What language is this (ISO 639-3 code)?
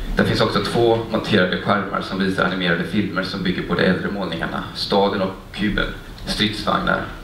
swe